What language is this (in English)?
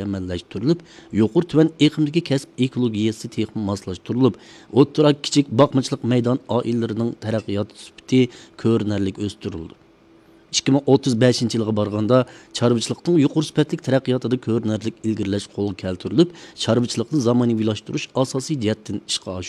Uyghur